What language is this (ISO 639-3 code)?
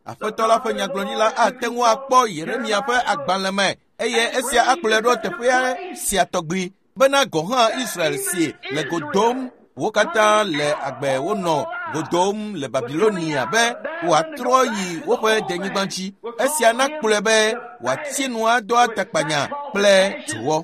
ewe